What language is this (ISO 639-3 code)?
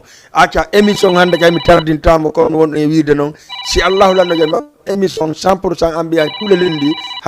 ful